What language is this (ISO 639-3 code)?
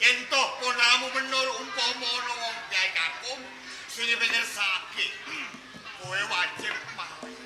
jav